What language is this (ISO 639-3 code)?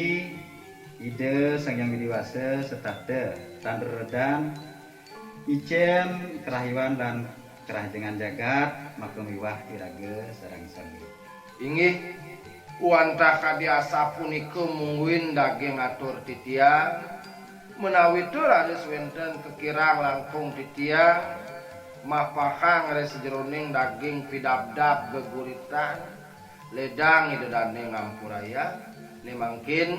ban